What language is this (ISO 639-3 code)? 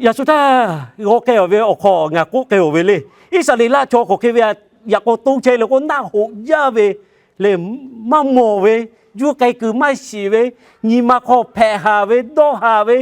lhu